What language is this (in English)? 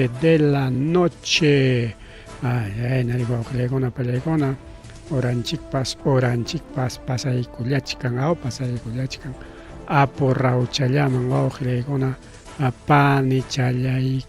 Ayacucho Quechua